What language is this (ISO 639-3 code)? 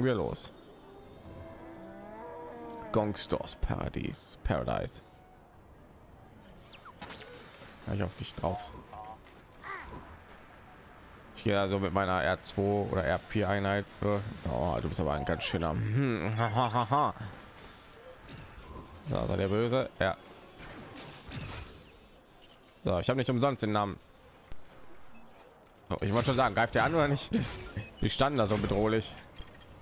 deu